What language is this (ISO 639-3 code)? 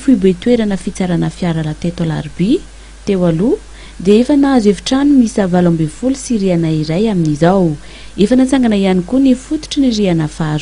mlg